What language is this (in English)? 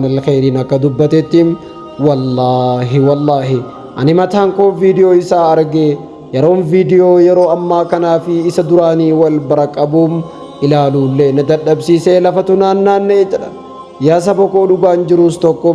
Oromo